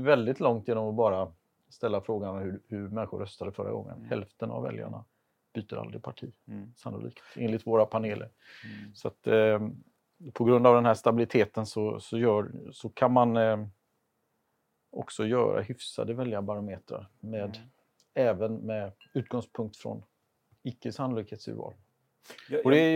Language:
Swedish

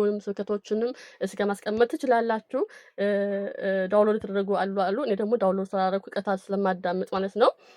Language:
Amharic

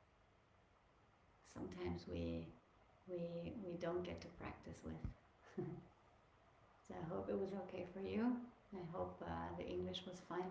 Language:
English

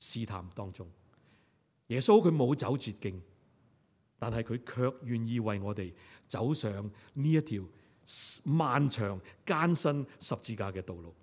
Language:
Cantonese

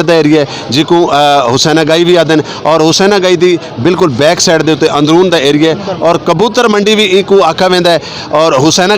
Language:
Saraiki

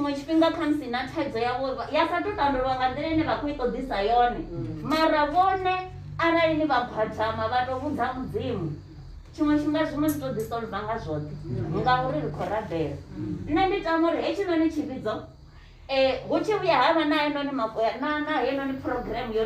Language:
Venda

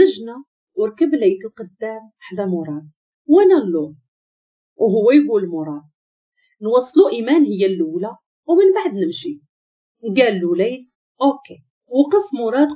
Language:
Moroccan Arabic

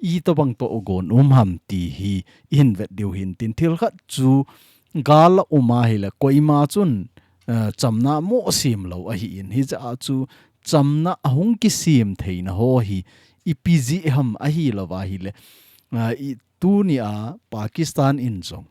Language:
Thado Chin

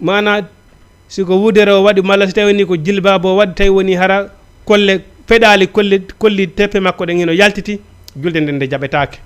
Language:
Fula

